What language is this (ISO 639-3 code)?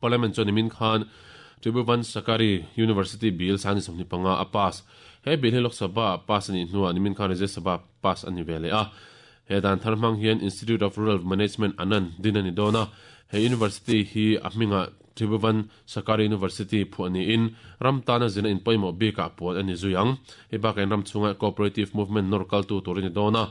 lus